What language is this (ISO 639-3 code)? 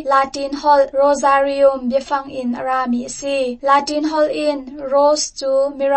cnh